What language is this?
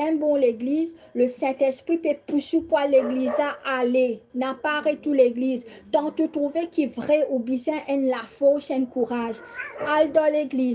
Morisyen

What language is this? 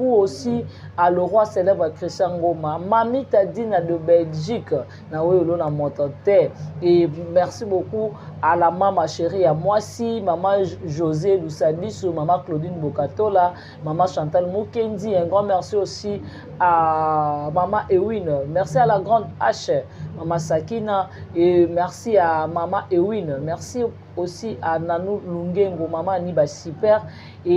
Lingala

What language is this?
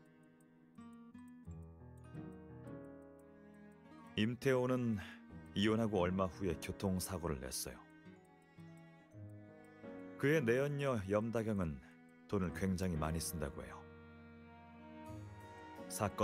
Korean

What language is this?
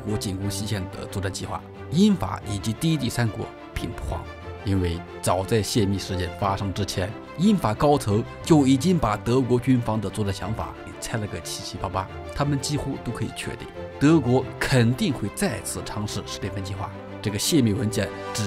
Chinese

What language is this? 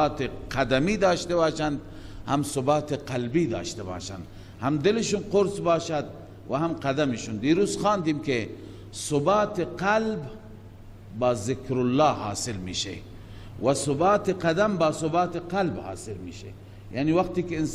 Persian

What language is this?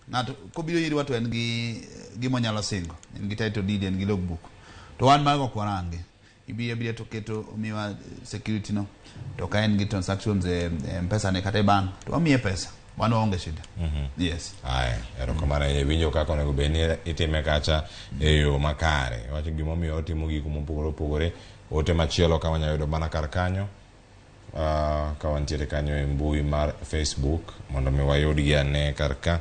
Luo (Kenya and Tanzania)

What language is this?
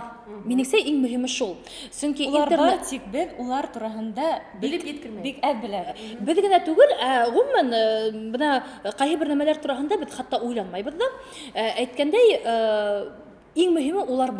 Bashkir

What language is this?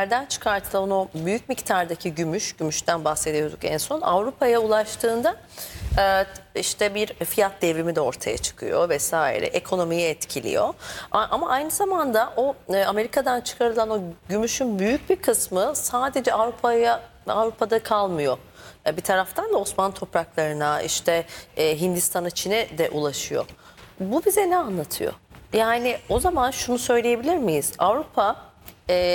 Turkish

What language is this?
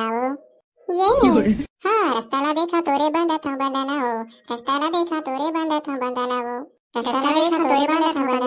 Chhattisgarhi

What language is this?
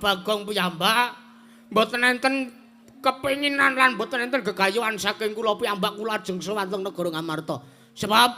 Javanese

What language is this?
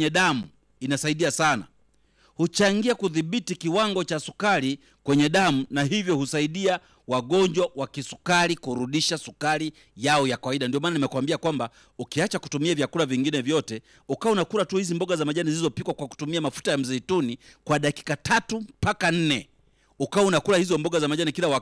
Swahili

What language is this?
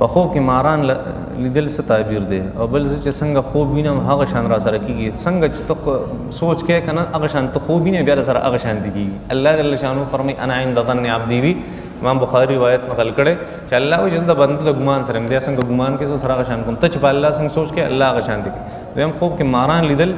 Pashto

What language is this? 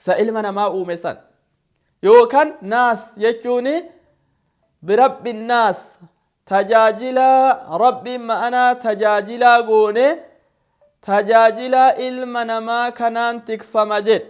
Oromo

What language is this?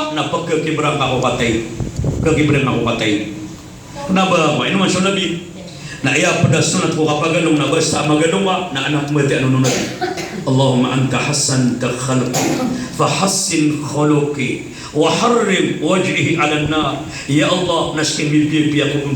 Maranao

